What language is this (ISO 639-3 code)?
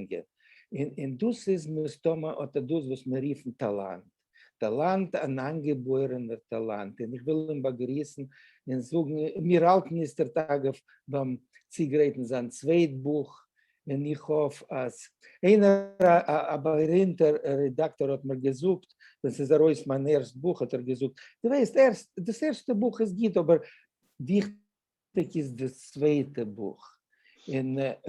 yid